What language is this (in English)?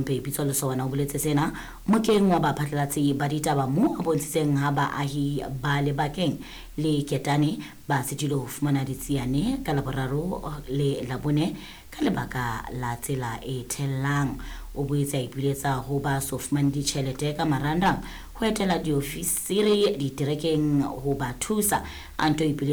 Southern Sotho